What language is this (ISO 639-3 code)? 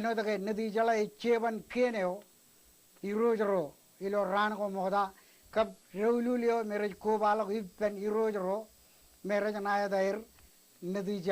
mah